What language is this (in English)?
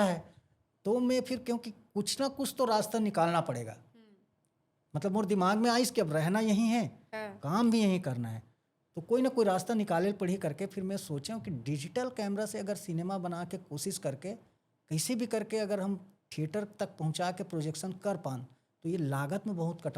Chhattisgarhi